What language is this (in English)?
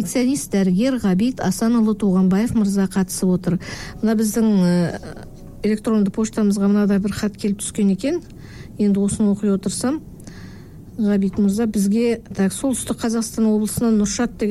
Kazakh